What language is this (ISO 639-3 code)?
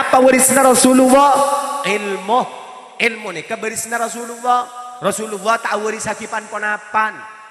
mad